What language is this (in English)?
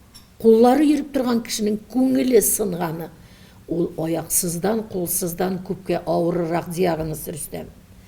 Tatar